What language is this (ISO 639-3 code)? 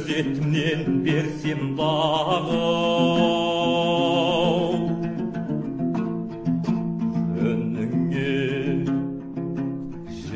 kaz